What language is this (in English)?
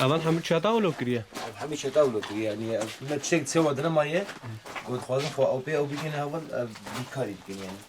Kurdish